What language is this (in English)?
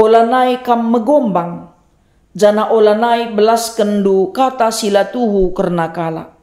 Batak Karo